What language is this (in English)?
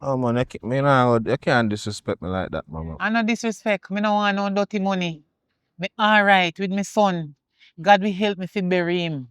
Jamaican Creole English